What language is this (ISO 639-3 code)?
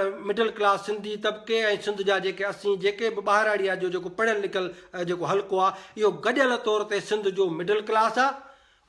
snd